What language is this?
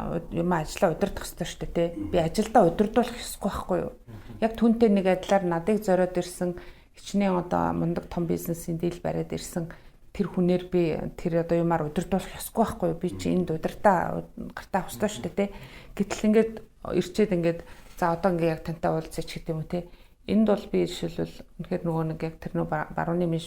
Mongolian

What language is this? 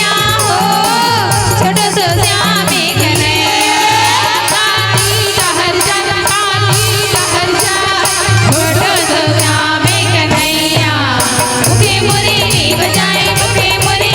Chhattisgarhi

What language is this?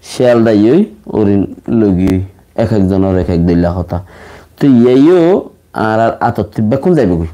Rohingya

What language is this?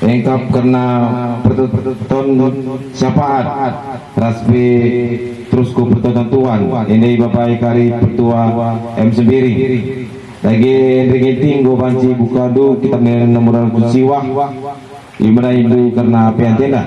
Batak Karo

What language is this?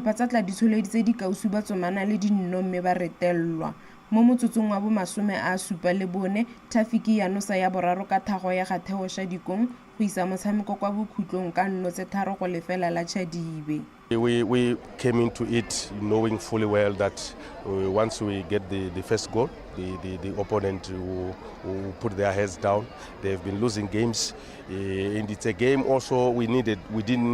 Tswana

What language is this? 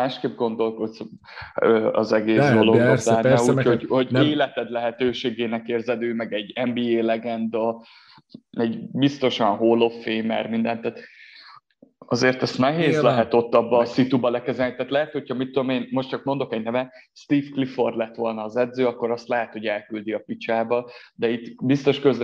Hungarian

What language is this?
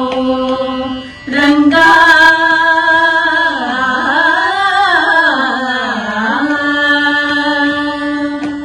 Kannada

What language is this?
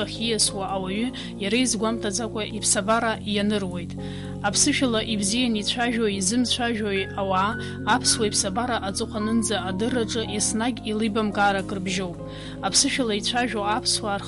Abkhazian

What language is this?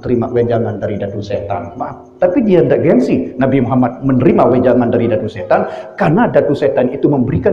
Sasak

